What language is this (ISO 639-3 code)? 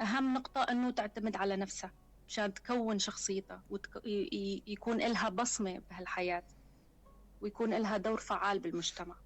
apc